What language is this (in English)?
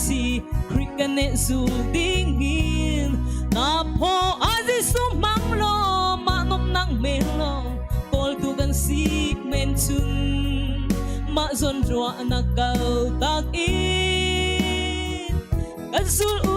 Hakha Chin